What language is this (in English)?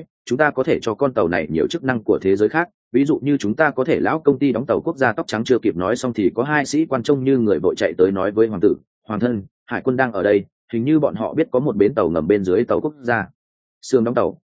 Vietnamese